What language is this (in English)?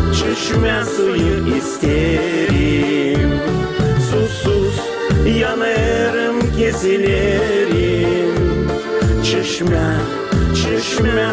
Gagauz